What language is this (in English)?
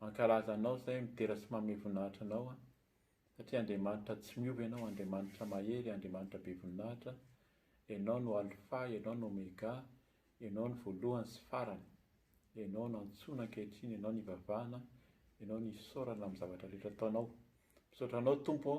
Malagasy